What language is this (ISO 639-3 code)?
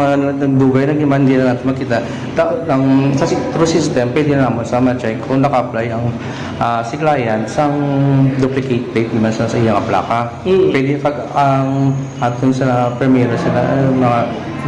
hil